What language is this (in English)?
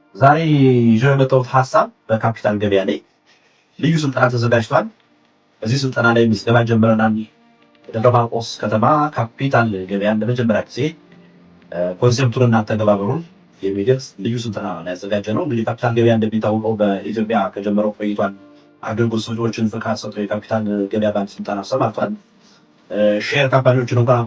Amharic